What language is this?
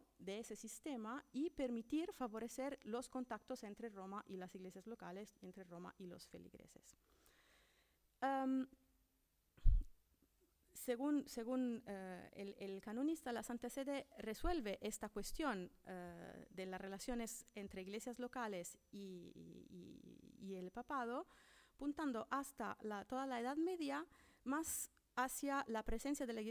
Spanish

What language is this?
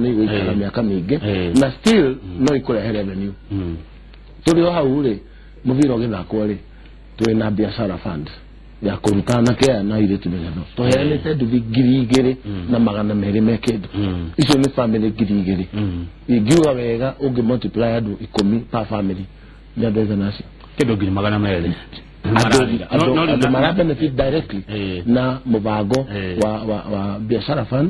Kikuyu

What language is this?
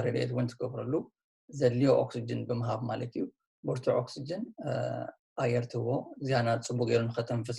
Tigrinya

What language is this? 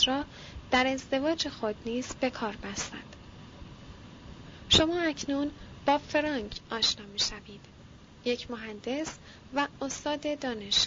Persian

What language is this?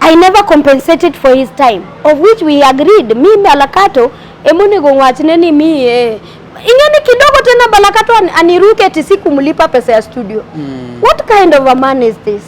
Luo (Kenya and Tanzania)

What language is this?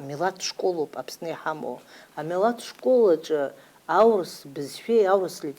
Abkhazian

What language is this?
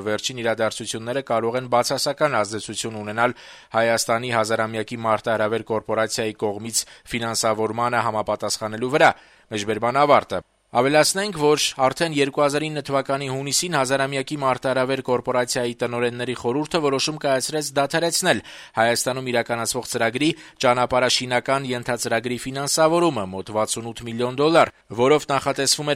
Armenian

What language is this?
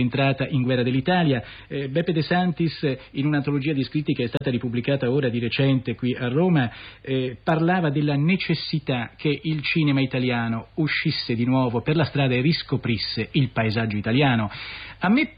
Italian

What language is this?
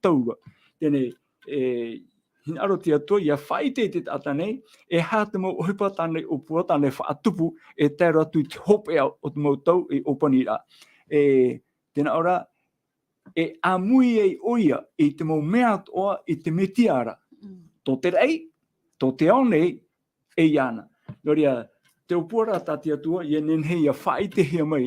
Tahitian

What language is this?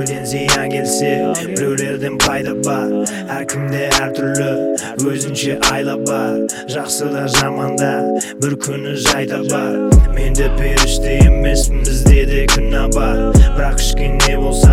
Kazakh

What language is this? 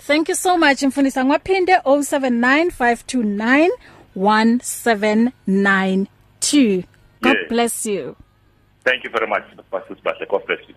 English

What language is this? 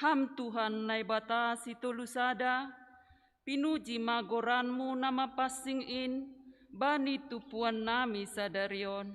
Batak Simalungun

